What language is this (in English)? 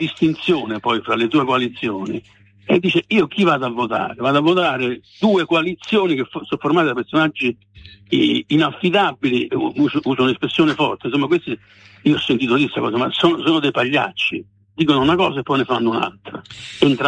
Italian